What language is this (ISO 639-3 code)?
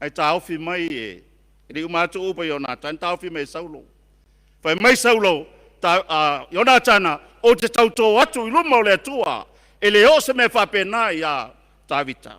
smo